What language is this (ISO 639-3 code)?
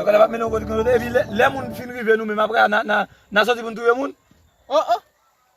hat